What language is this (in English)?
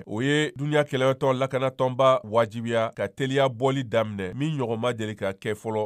Bambara